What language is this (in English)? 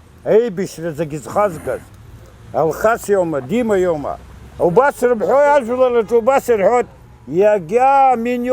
Abkhazian